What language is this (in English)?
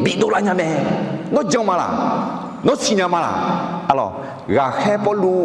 Akha